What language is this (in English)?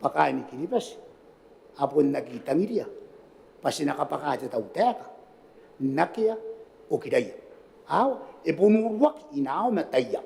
Gilbertese